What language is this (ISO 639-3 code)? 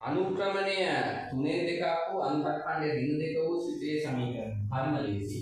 sin